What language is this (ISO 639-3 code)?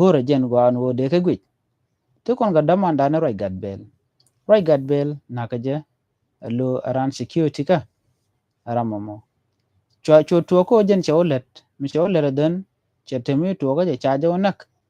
nus